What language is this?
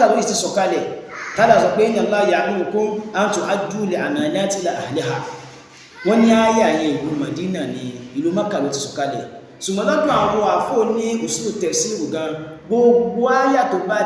Yoruba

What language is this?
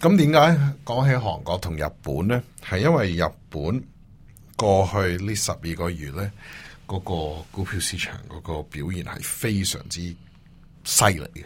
Cantonese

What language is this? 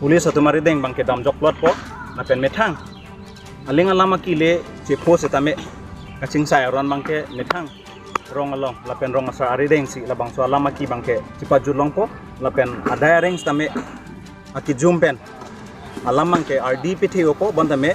Karbi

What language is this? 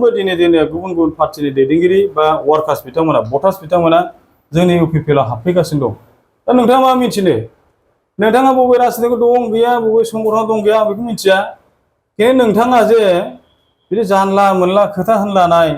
Bodo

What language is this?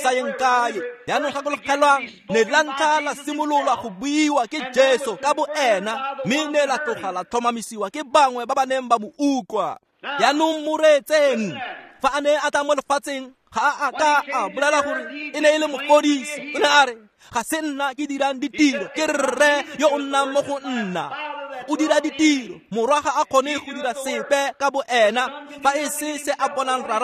Tswana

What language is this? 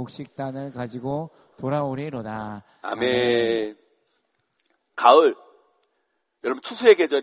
Korean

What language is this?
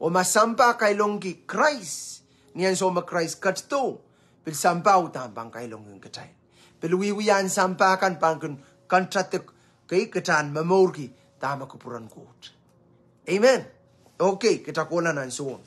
Pohnpeian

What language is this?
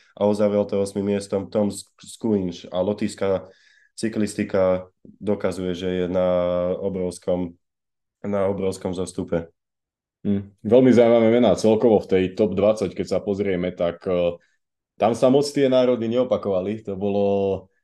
Slovak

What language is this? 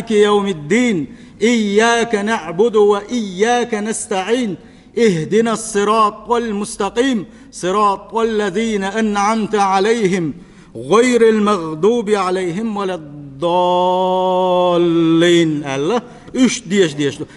Chechen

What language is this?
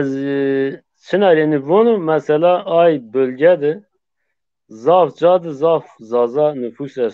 Zaza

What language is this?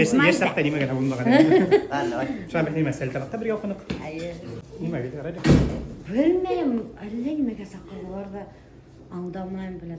Bashkir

